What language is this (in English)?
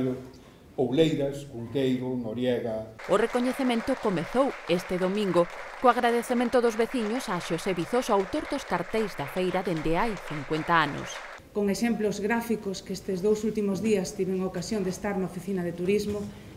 Galician